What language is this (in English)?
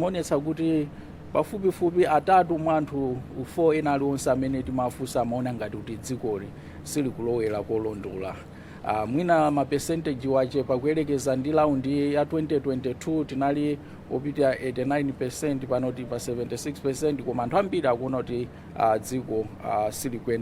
Nyanja